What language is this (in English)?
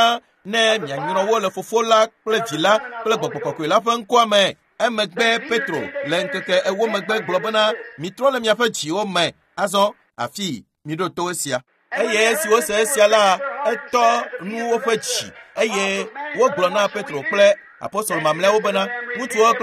Ewe